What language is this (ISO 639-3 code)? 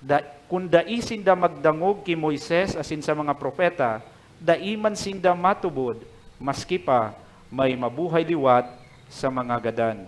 bik